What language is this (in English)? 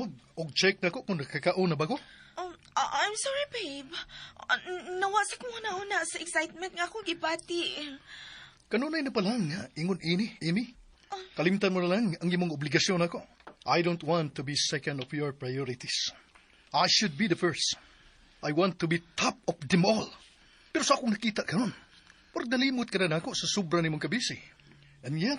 Cebuano